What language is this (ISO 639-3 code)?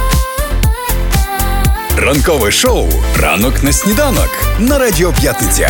ukr